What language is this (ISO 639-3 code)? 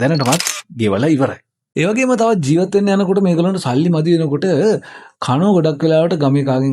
sin